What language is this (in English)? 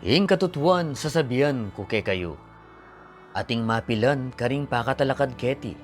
Pampanga